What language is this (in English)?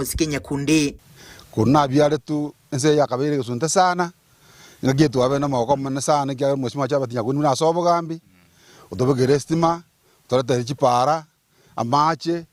Gusii